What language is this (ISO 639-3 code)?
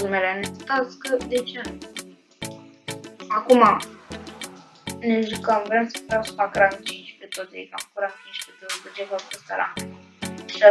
ron